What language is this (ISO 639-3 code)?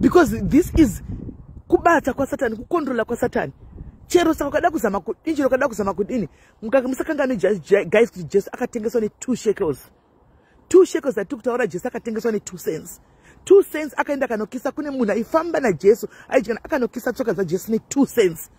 sna